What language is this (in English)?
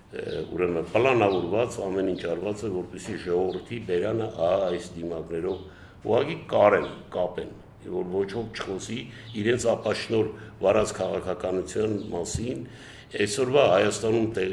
Armenian